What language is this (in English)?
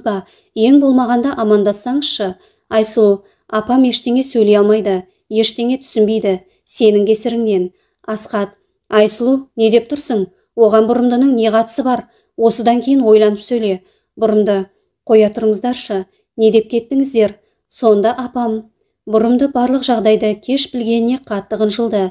Kazakh